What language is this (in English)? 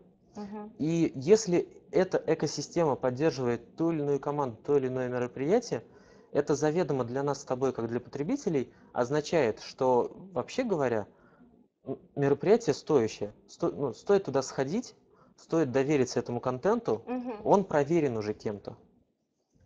Russian